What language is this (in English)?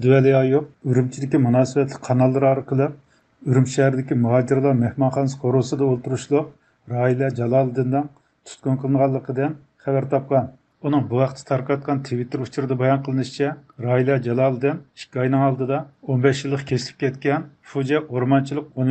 Uyghur